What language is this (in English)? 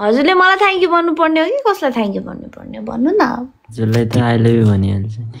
Nepali